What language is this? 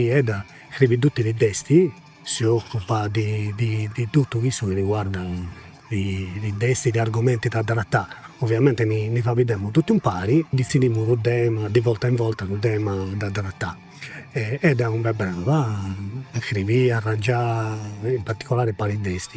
Sardinian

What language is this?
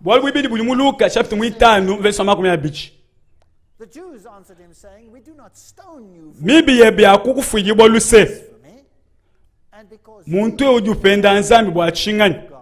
Luba-Lulua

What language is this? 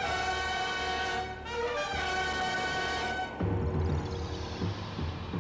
Malayalam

